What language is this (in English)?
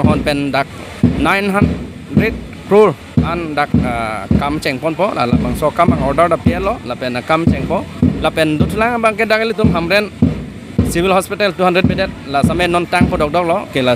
Karbi